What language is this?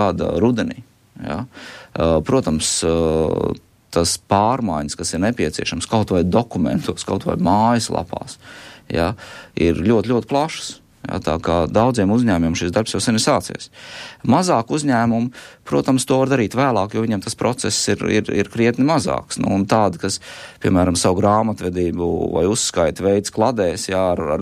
Latvian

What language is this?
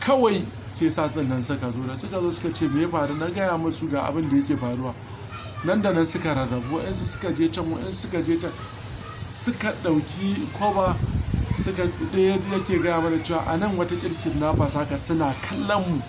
Hausa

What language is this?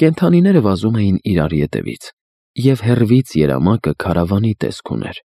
Armenian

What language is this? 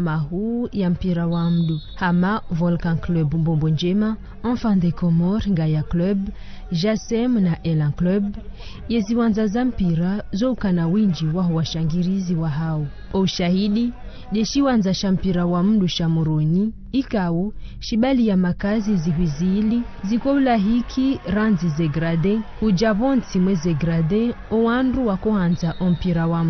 Ngazidja Comorian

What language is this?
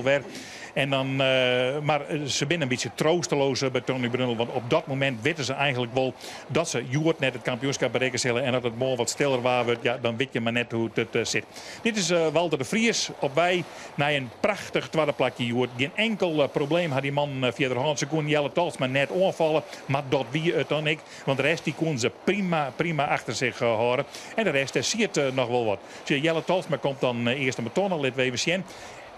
Western Frisian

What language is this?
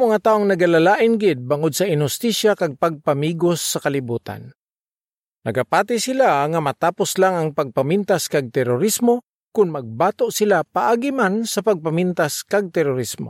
Hiligaynon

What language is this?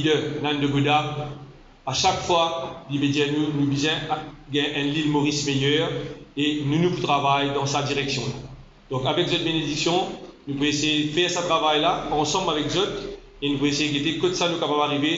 Morisyen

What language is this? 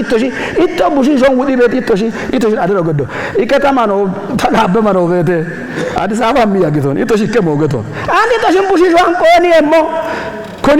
Kafa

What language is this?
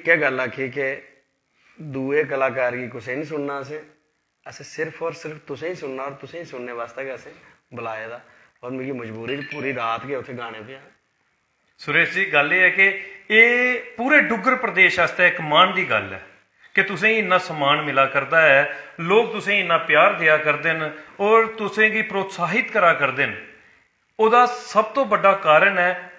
Dogri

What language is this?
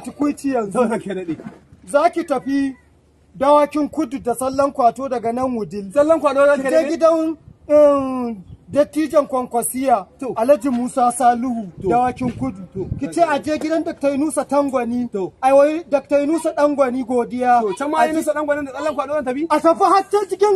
Hausa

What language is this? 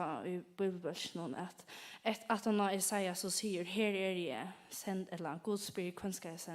Faroese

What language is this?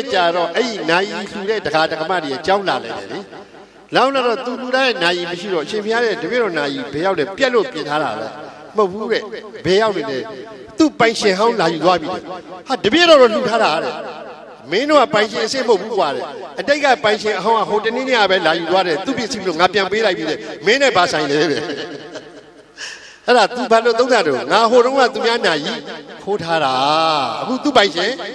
Burmese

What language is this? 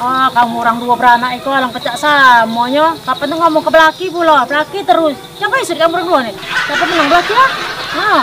Musi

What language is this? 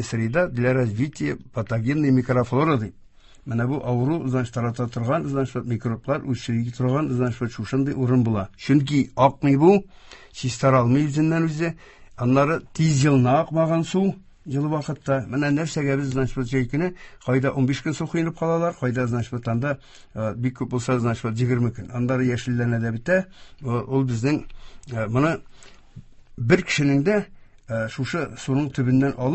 Tatar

